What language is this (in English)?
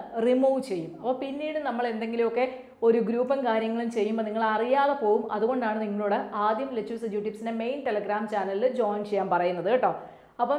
Malayalam